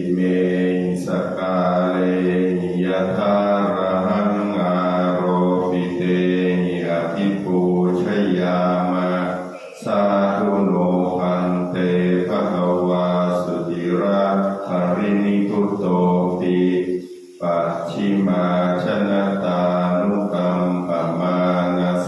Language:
Pali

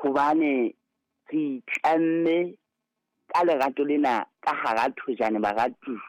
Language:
Southern Sotho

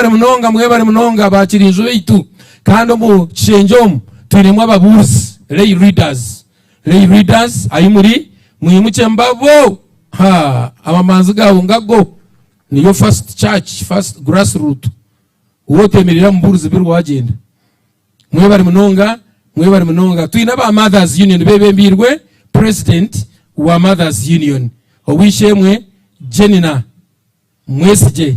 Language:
Nyankole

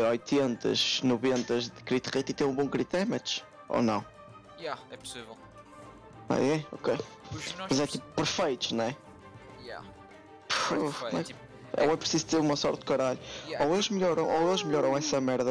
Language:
Portuguese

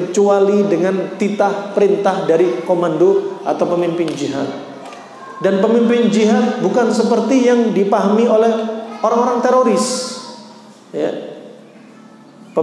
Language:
Indonesian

